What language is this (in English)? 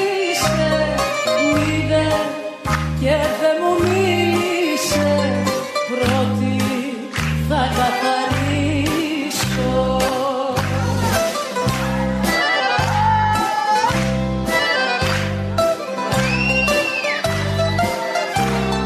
Greek